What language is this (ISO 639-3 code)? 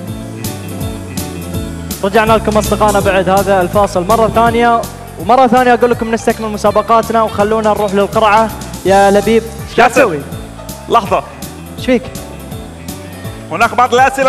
ara